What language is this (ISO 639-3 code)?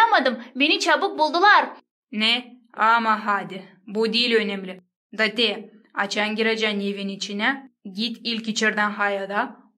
gag